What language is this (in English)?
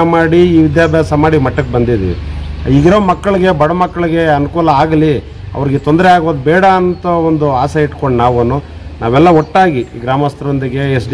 Kannada